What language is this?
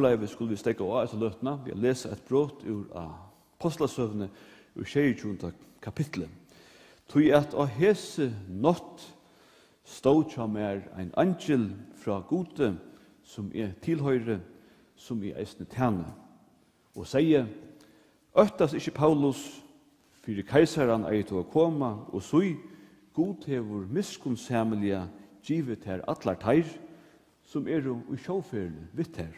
Faroese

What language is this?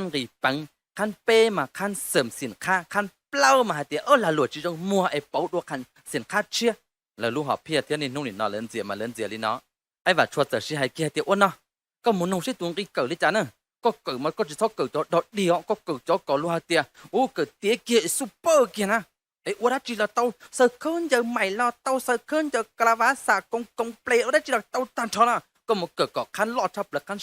Hmong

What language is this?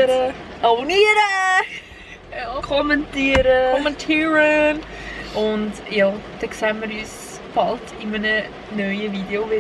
Swiss German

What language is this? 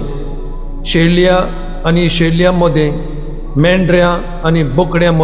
Konkani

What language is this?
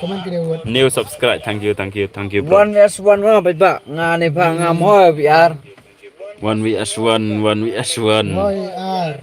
Khasi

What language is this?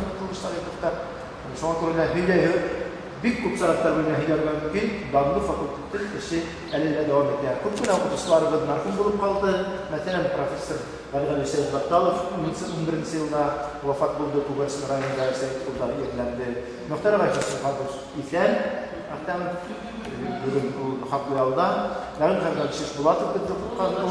Bashkir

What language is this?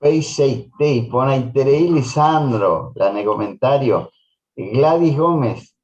Guarani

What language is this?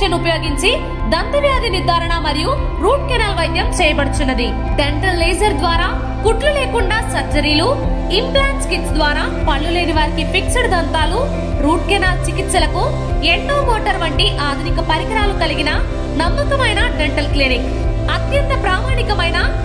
Telugu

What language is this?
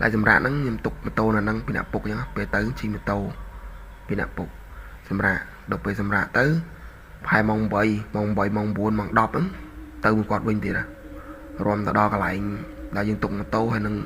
Khmer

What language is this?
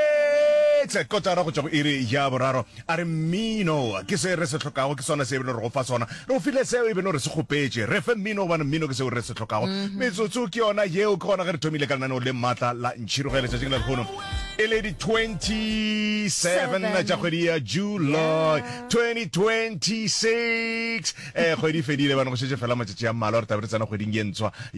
Northern Sotho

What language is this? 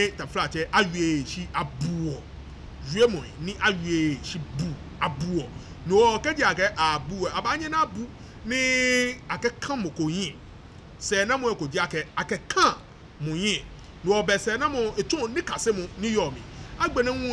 Ga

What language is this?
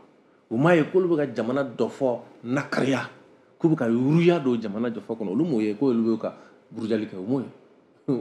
Bambara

